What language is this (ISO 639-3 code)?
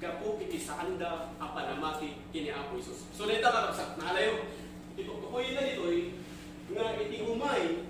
ilo